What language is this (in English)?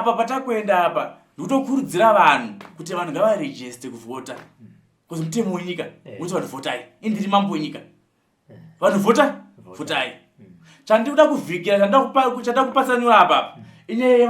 Shona